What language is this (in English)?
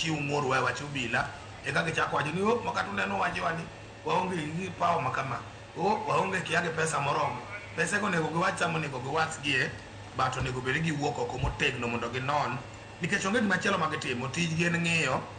Luo (Kenya and Tanzania)